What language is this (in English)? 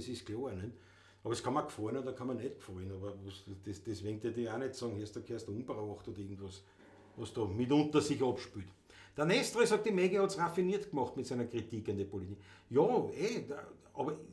Bavarian